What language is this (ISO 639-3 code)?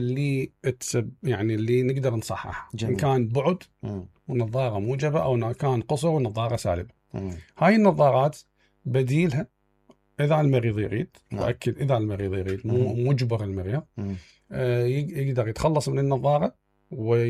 acm